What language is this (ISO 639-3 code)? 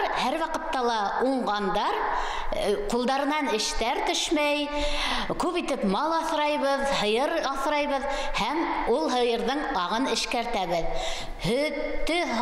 bak